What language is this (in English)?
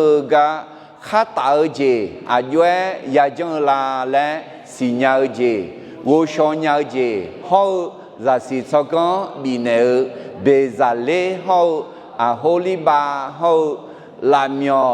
Akha